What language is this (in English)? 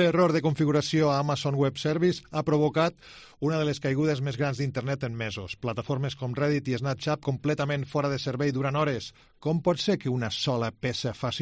Catalan